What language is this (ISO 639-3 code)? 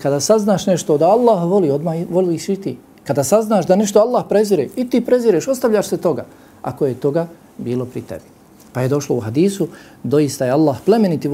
bos